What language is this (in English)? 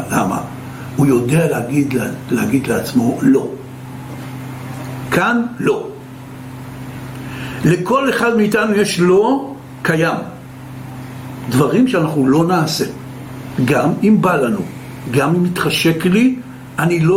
Hebrew